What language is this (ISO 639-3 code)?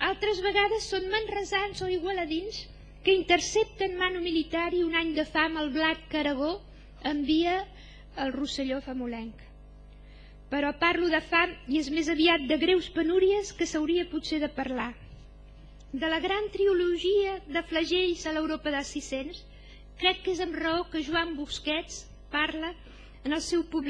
cat